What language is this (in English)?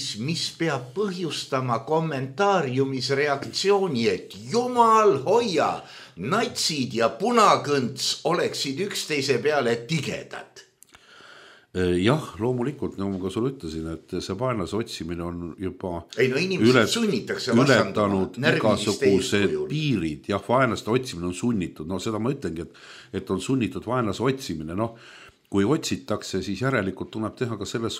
Estonian